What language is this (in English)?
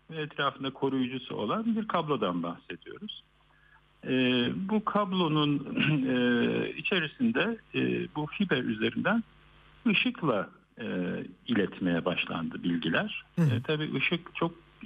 Turkish